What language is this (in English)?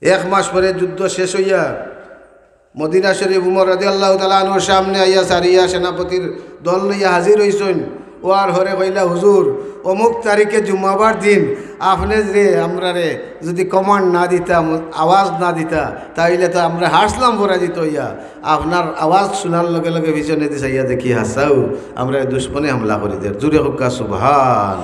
Sylheti